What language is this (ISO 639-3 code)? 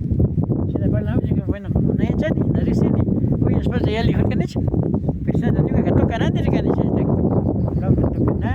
qvi